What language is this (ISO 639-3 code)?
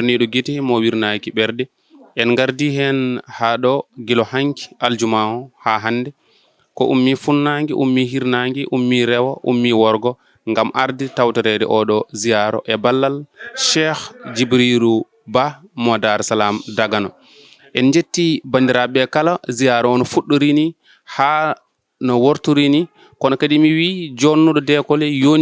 ful